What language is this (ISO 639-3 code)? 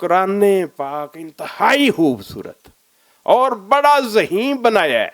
lah